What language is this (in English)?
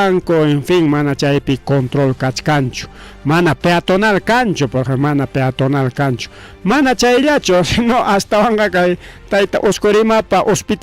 Ayacucho Quechua